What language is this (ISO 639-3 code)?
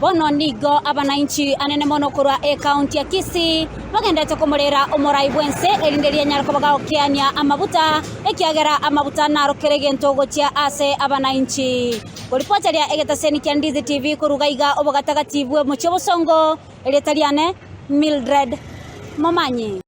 guz